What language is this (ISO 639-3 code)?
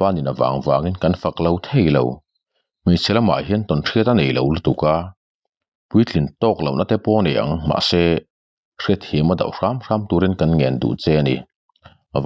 lus